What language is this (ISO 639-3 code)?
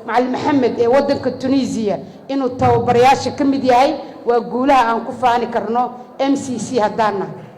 som